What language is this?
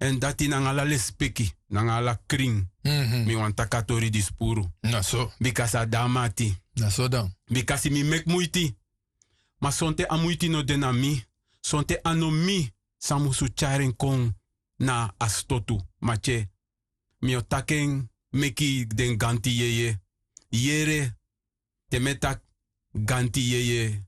Sranan Tongo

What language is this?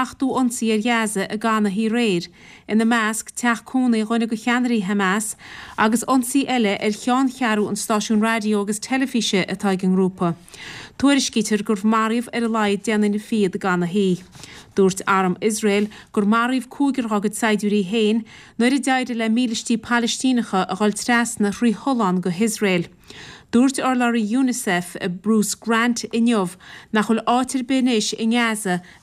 Irish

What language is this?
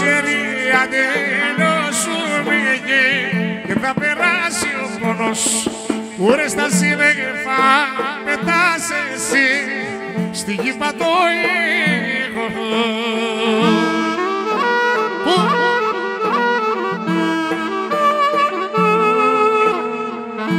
Greek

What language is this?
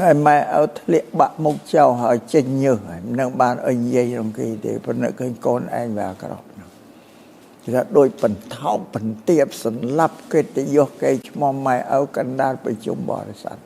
Khmer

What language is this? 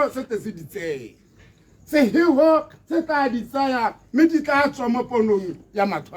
Tswana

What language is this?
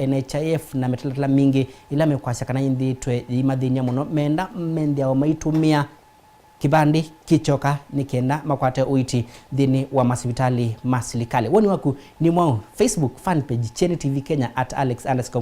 Kamba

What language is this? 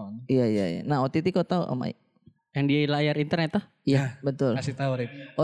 Indonesian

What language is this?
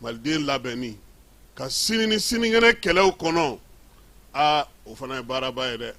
Bambara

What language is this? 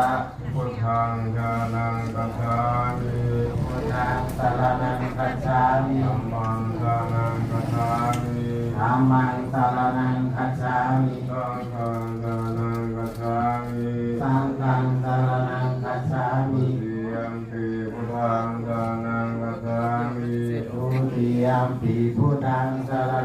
Pali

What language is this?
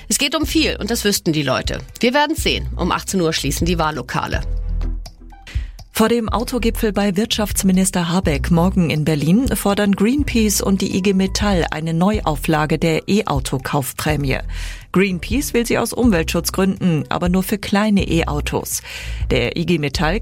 German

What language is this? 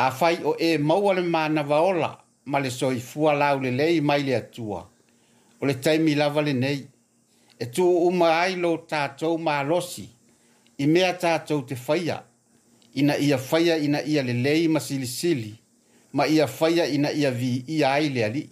Samoan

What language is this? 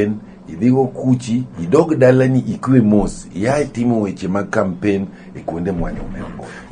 Luo (Kenya and Tanzania)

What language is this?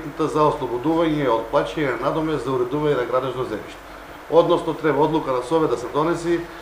Macedonian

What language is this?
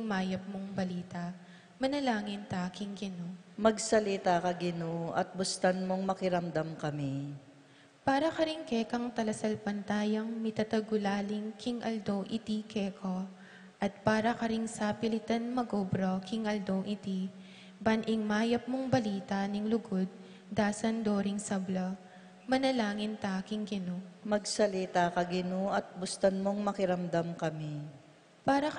Pampanga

